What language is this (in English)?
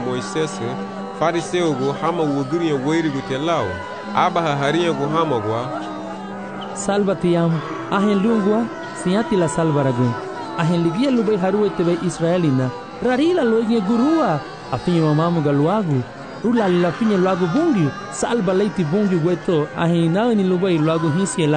Garifuna